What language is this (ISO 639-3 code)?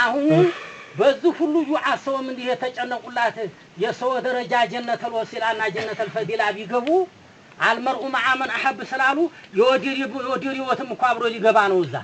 amh